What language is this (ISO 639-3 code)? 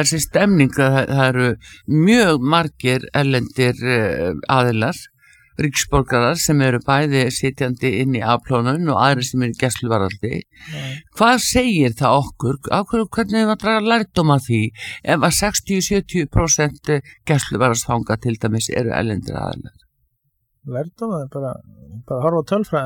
isl